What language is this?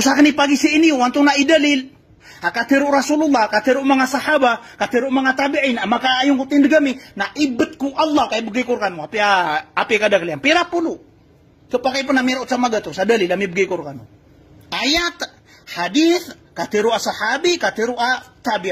Maranao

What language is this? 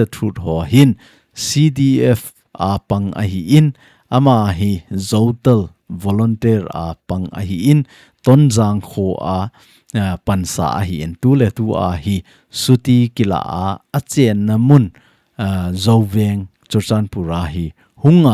Thado Chin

